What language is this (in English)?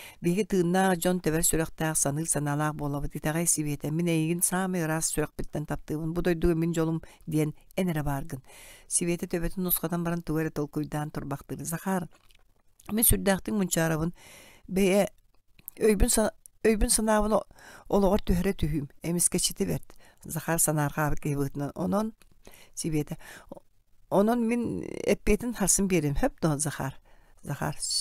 Yakut